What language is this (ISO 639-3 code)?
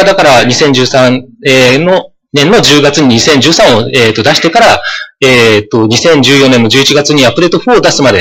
jpn